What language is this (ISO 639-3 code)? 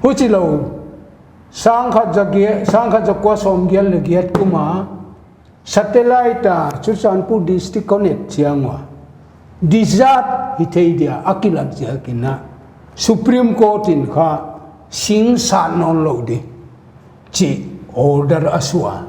pck